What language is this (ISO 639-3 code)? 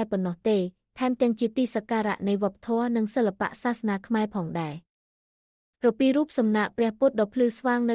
khm